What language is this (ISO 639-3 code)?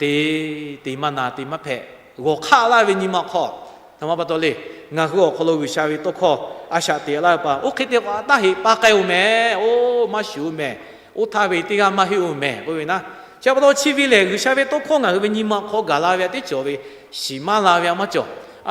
lhu